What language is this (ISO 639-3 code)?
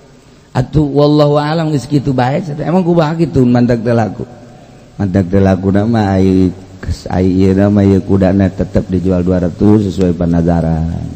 sun